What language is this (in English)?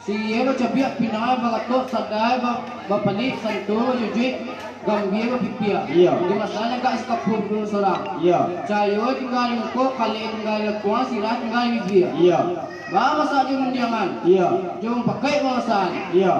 Minangkabau